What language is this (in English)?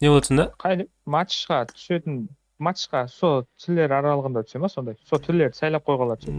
Kara-Kalpak